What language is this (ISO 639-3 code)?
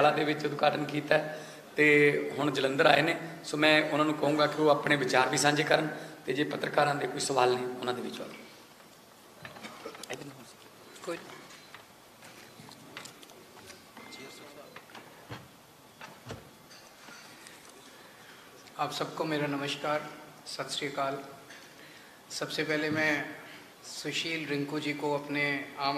pan